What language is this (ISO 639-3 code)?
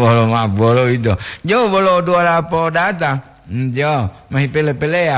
gor